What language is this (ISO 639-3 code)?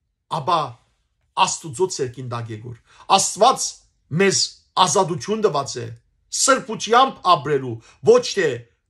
hyw